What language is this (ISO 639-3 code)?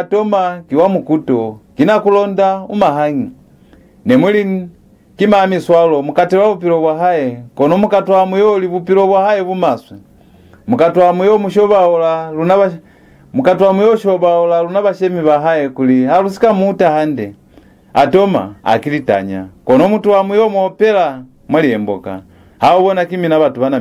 loz